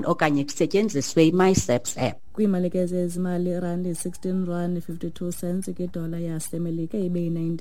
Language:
Xhosa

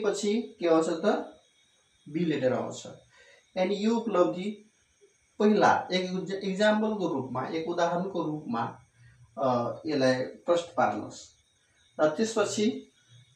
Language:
Nepali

